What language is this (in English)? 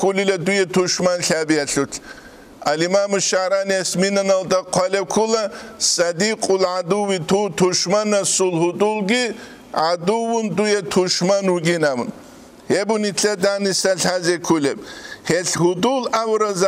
Avaric